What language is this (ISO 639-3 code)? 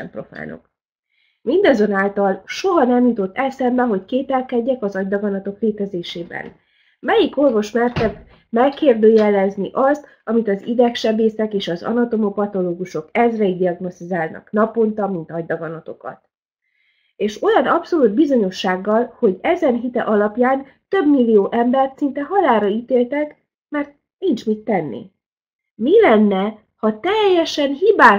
hun